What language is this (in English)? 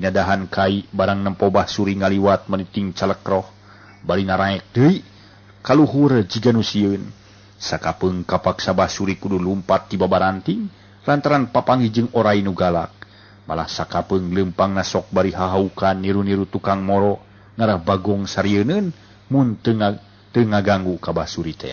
Sundanese